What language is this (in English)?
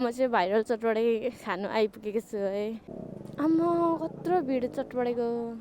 Nepali